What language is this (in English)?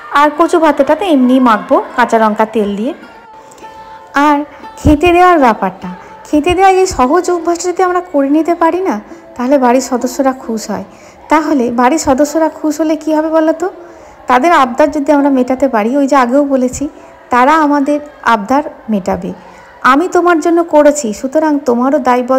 Bangla